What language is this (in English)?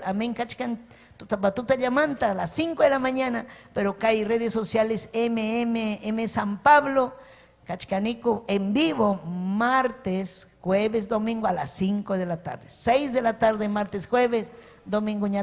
Ayacucho Quechua